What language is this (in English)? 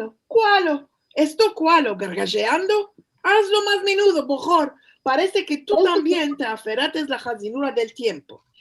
Ladino